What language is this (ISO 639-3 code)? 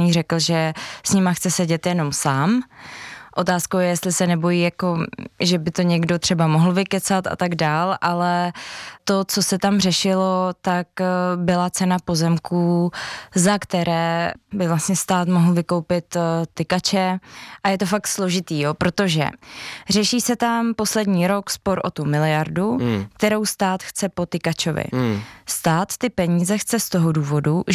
ces